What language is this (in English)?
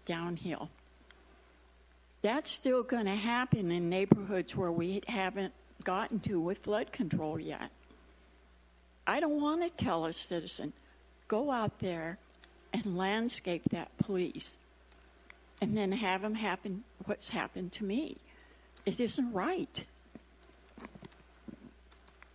English